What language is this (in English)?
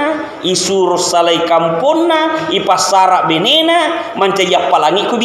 Buginese